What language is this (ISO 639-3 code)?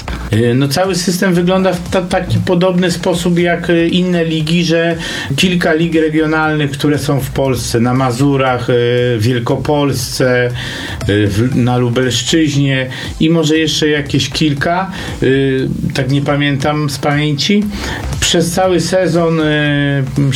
pol